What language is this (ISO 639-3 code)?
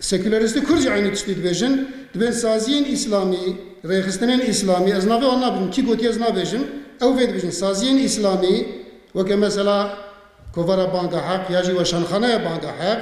kur